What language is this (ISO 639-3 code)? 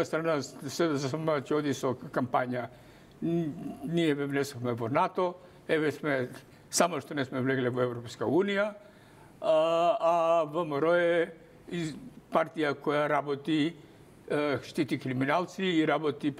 mkd